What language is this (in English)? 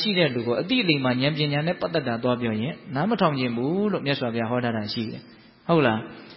Burmese